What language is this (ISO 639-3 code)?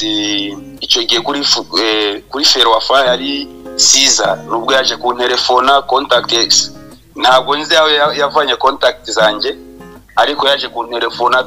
kin